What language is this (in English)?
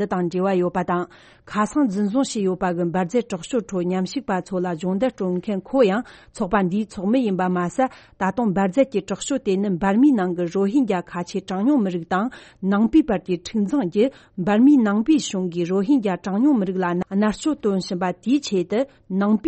Tibetan